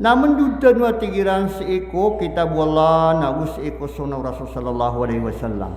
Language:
Maranao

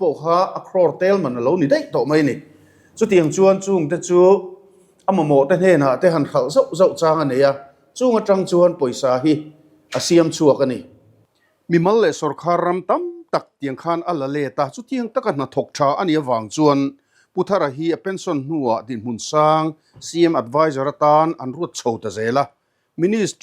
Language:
Mizo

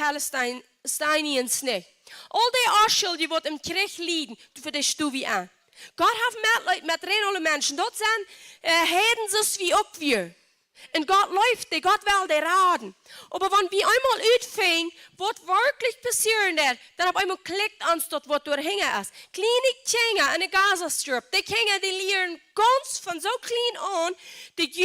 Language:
Plautdietsch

